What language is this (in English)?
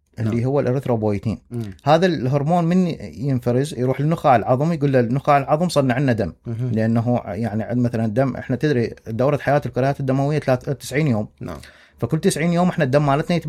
Mesopotamian Arabic